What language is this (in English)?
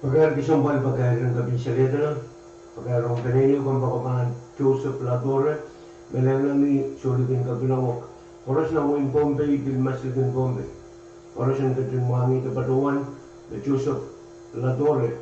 Pohnpeian